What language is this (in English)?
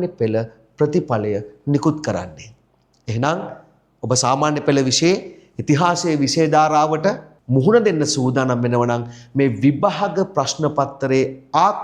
Sinhala